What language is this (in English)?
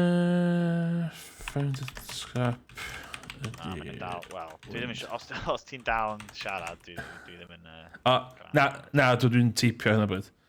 Welsh